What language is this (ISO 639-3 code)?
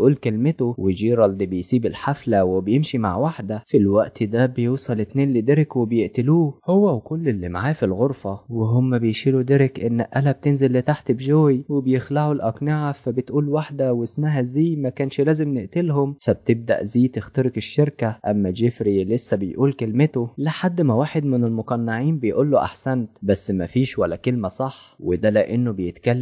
arz